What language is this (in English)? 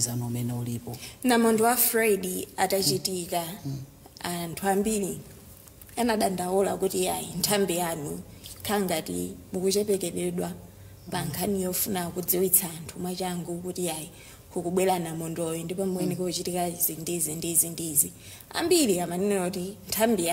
Nyanja